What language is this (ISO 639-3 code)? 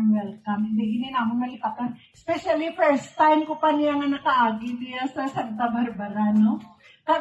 hil